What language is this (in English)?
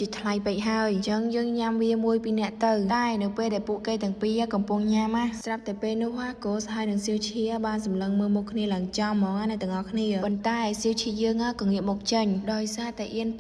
Khmer